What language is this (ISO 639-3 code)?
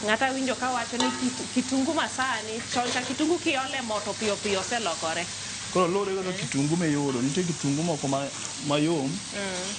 luo